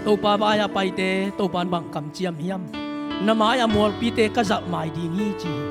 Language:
Tedim Chin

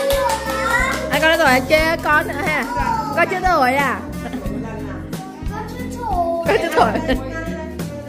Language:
Vietnamese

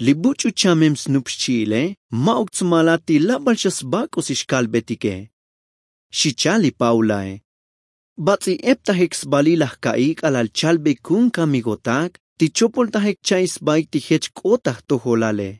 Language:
Tzotzil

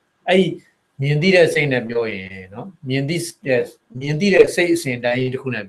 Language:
Burmese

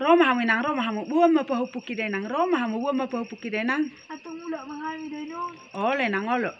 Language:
Batak Toba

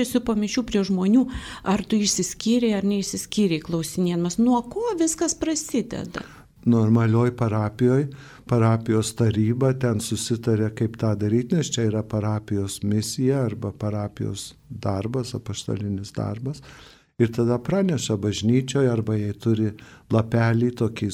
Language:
Lithuanian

